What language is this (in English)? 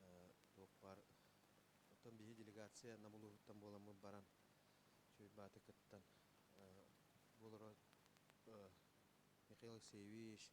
Yakut